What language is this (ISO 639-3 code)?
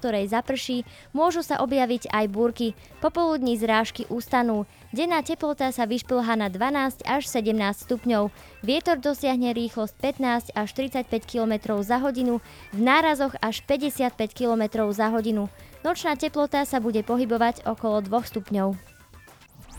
slk